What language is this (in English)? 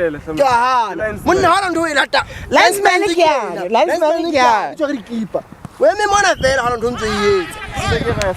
Southern Sotho